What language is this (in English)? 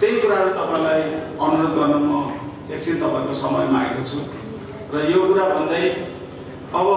Nepali